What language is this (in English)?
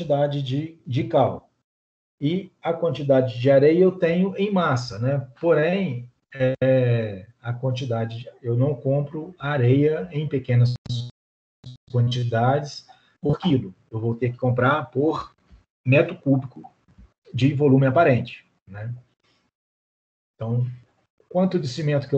Portuguese